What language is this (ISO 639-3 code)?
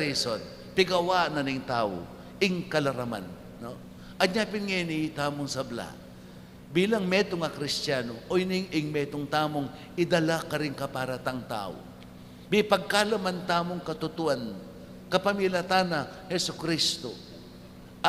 pam